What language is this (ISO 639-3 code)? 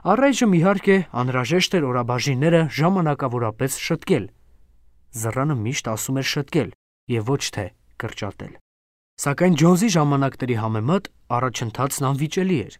hye